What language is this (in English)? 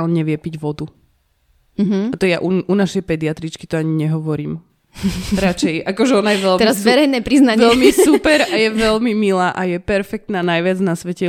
Slovak